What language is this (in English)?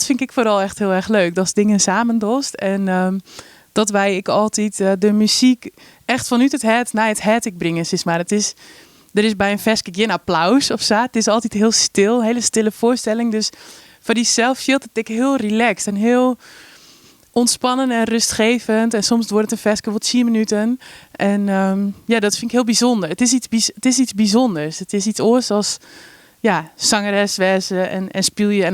Western Frisian